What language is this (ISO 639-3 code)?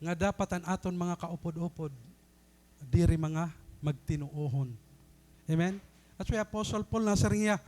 war